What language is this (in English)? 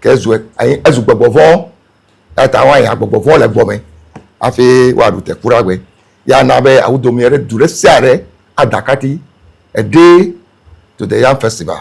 Ewe